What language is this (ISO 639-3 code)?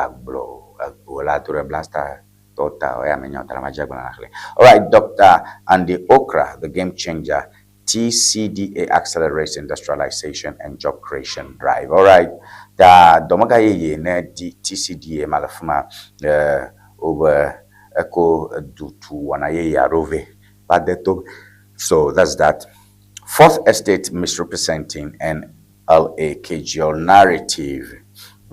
ewe